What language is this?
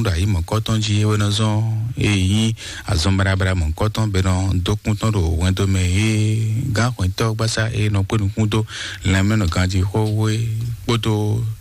Fon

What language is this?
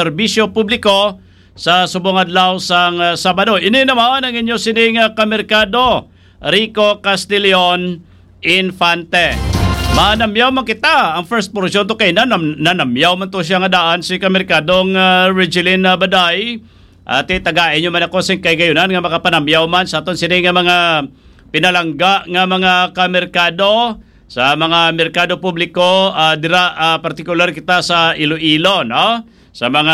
Hiligaynon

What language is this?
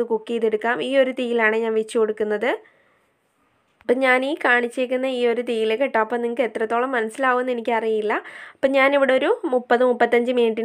Malayalam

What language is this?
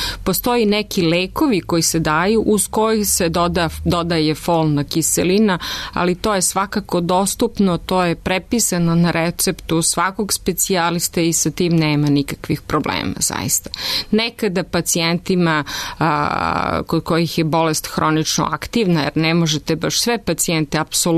Serbian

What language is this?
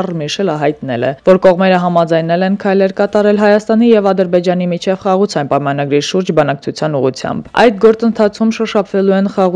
Armenian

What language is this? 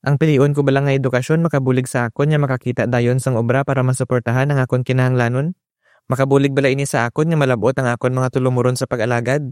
Hiligaynon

